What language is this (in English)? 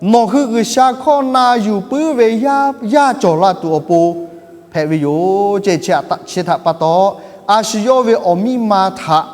Lahu